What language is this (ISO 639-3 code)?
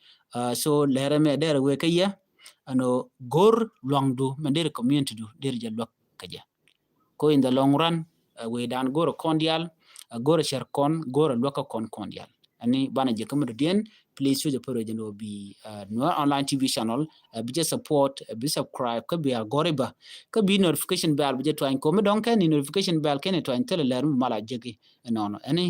nus